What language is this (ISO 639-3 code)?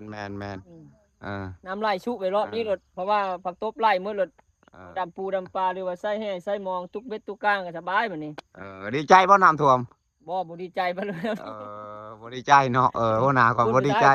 lao